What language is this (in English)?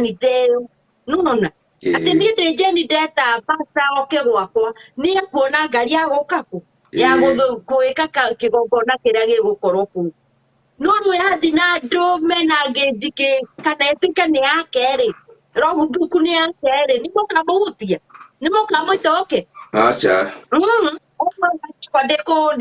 Kikuyu